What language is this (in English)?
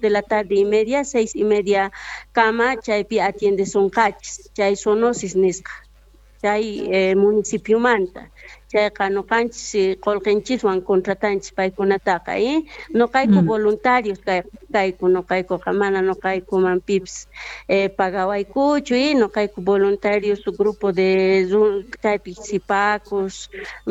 Quechua